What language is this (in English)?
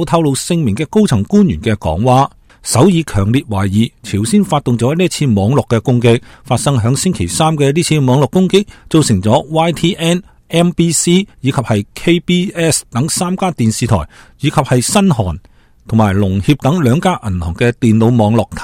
Cantonese